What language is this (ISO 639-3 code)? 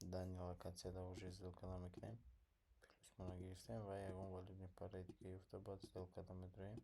tgk